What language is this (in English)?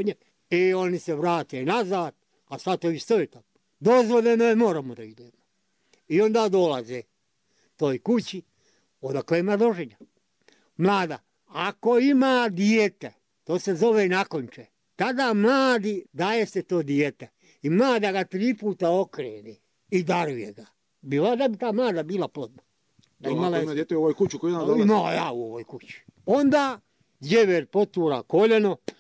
Bosnian